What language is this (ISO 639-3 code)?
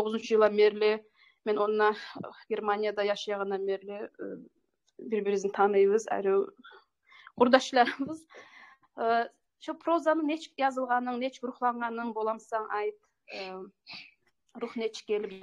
kum